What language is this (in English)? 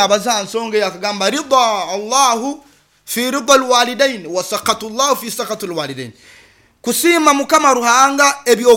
Nyoro